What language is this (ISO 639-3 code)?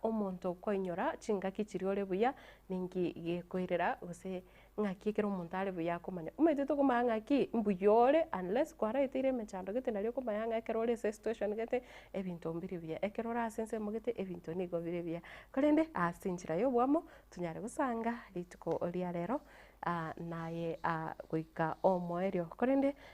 guz